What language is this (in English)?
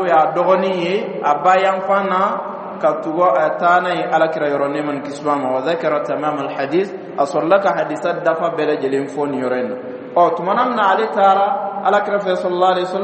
Dyula